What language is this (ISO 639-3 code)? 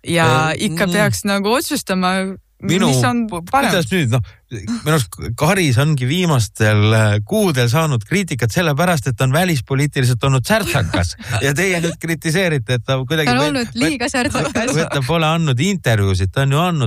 est